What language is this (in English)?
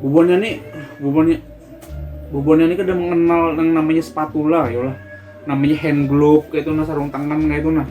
Banjar